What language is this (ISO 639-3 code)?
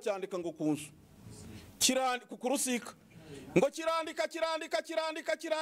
kin